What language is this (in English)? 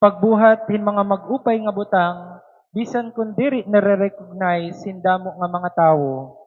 Waray